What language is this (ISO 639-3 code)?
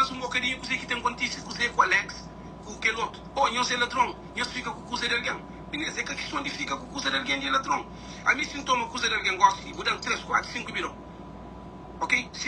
kea